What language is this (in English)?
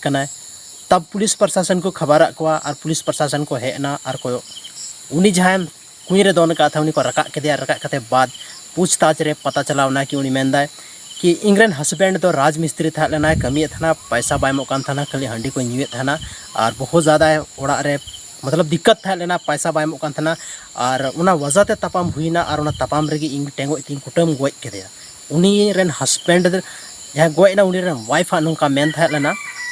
Santali